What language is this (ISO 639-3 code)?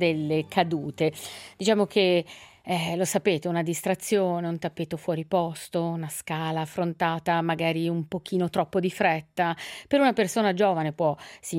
ita